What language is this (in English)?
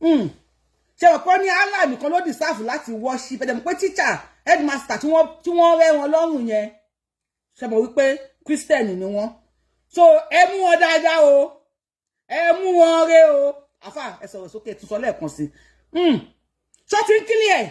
Yoruba